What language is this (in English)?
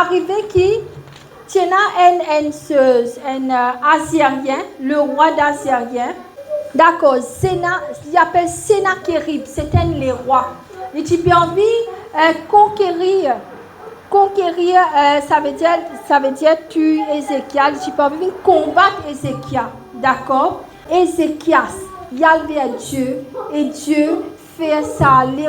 Morisyen